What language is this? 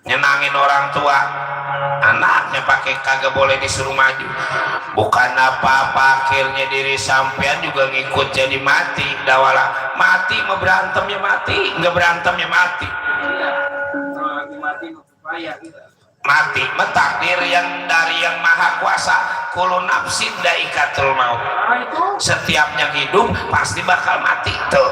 Betawi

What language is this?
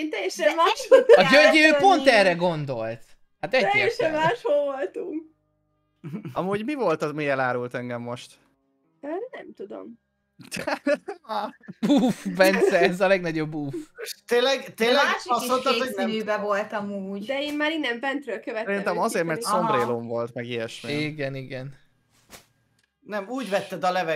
Hungarian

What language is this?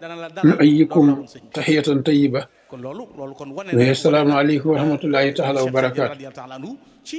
Wolof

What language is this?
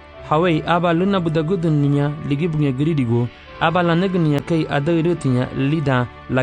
Garifuna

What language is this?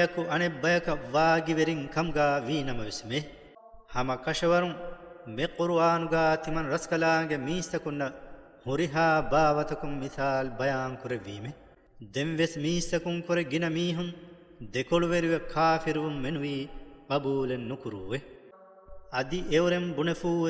Divehi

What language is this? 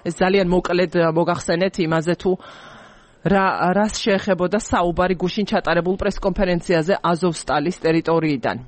Georgian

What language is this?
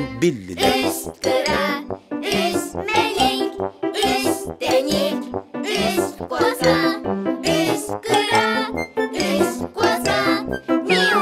Yakut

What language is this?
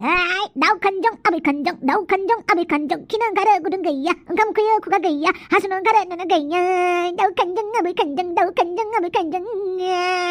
Bodo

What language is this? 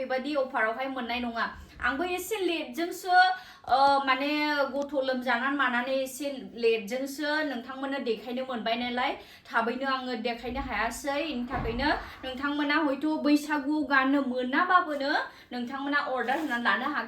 Bodo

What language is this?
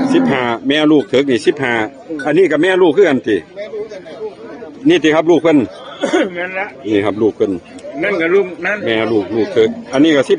Northeastern Thai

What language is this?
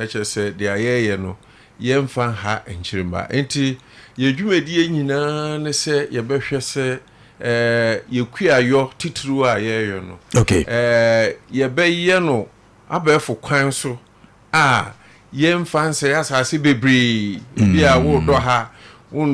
Akan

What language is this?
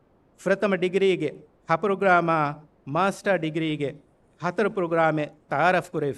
Divehi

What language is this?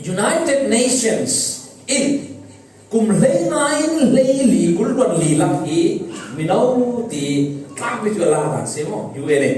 Falam Chin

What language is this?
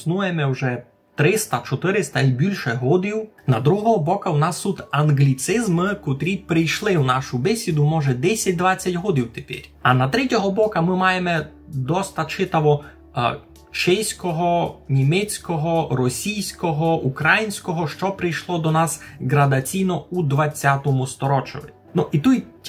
Rusyn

